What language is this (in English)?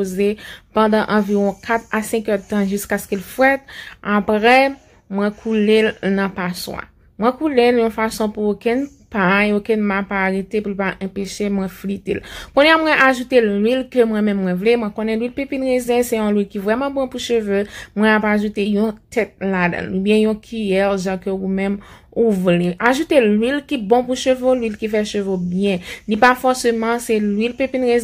Haitian Creole